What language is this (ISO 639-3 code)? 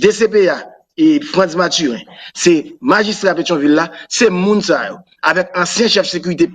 hat